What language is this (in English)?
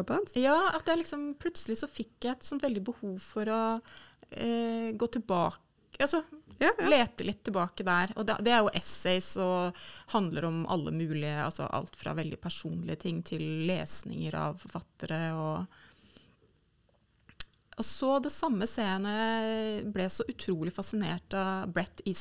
Norwegian